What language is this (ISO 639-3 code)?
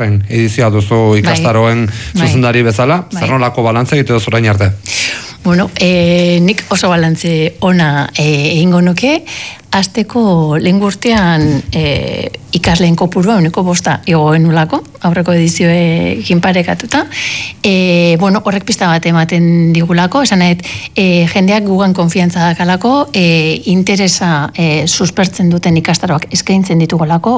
eus